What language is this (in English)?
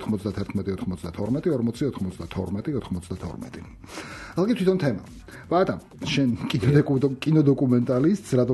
Georgian